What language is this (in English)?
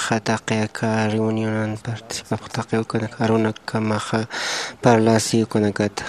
Aymara